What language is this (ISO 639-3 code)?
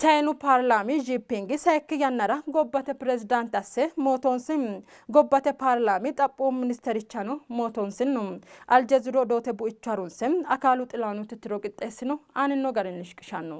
sid